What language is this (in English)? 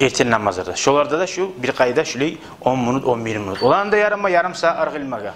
Kumyk